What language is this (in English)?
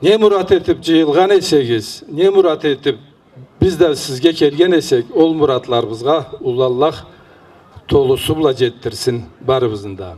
Karachay-Balkar